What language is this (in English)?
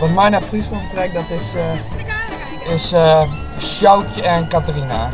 Western Frisian